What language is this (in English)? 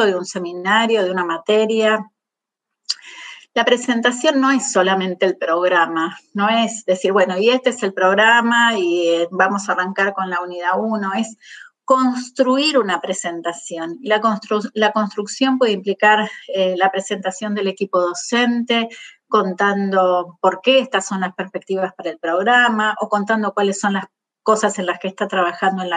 Spanish